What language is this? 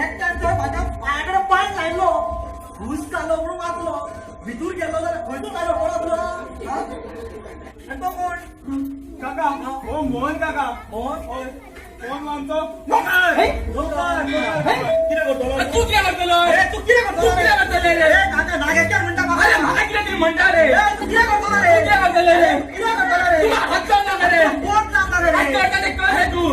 Konkani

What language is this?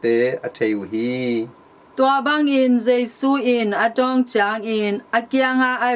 Tedim Chin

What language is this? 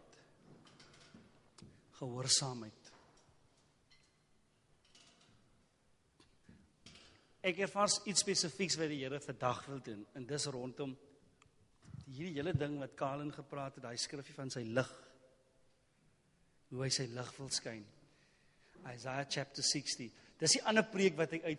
Afrikaans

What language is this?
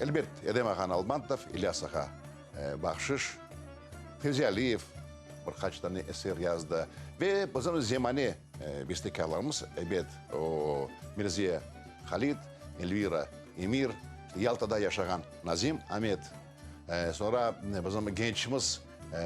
Crimean Tatar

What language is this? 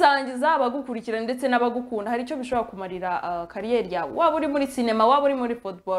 Kinyarwanda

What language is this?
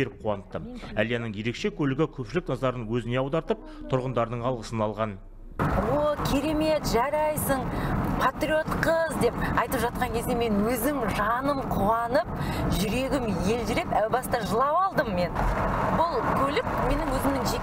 Kazakh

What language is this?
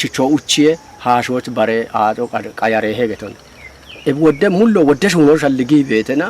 Kafa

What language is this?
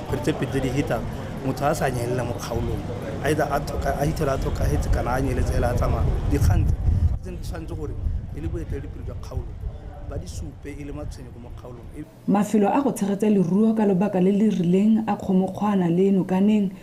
Tswana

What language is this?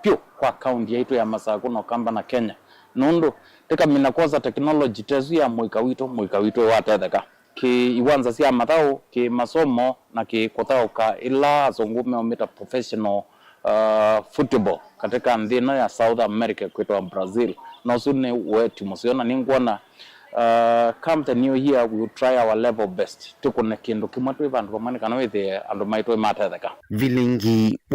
Kamba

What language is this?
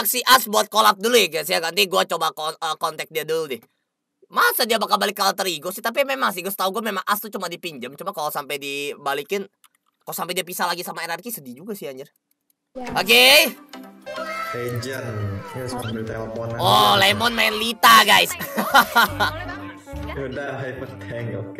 Indonesian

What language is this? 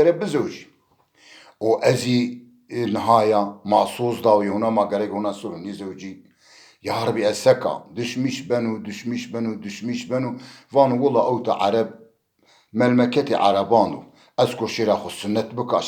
Zaza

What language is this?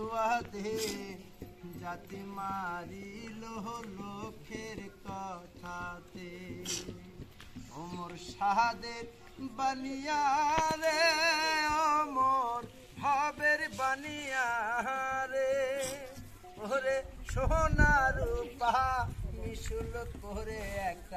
Bangla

